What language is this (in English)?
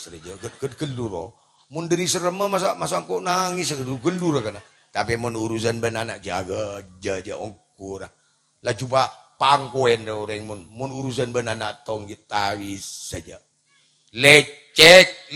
Madurese